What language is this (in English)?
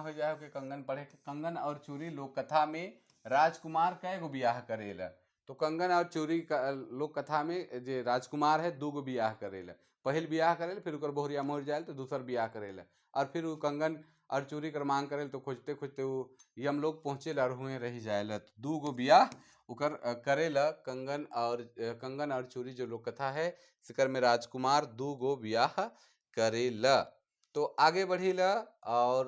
Sadri